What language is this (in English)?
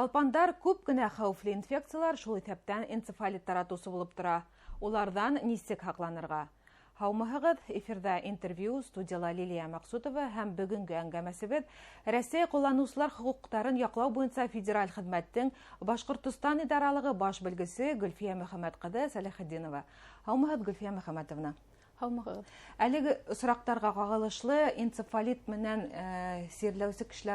Bashkir